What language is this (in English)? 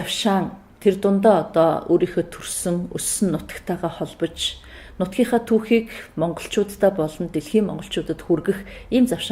Mongolian